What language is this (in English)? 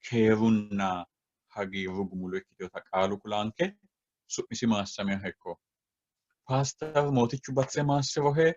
Sidamo